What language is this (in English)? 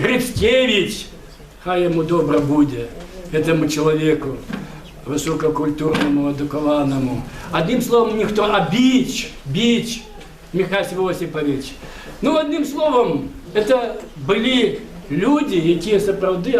Belarusian